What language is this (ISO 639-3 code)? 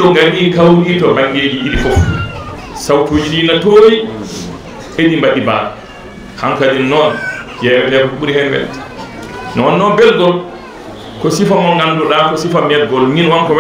ful